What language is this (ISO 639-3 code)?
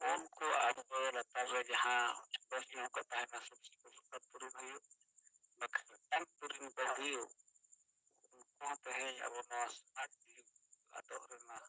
sat